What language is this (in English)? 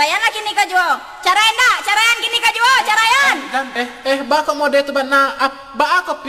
Minangkabau